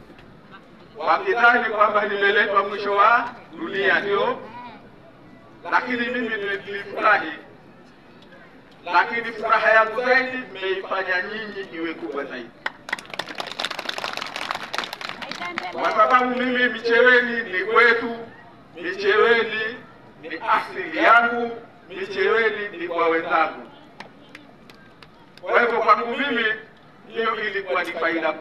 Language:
Swahili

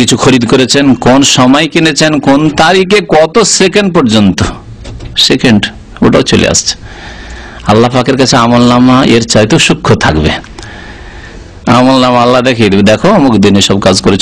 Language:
Bangla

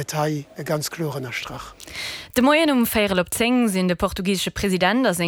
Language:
Luxembourgish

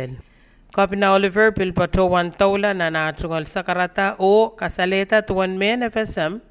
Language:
Pohnpeian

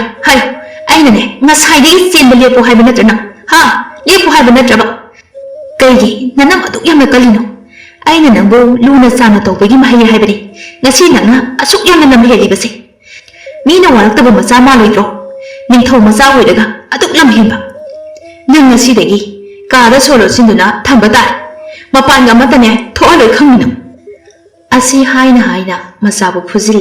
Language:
Manipuri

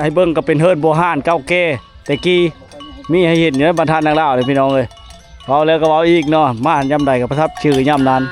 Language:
Lao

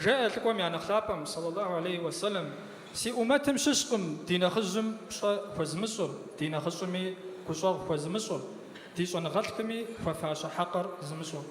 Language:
Kabardian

